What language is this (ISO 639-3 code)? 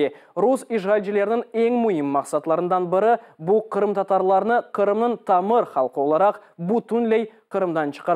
crh